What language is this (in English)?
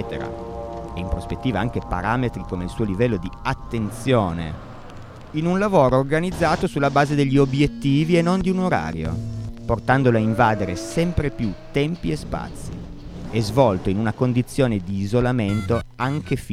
Italian